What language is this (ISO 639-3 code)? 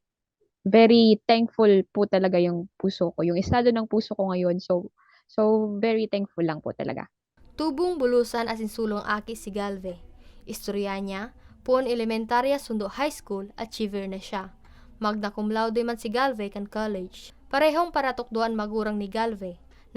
bik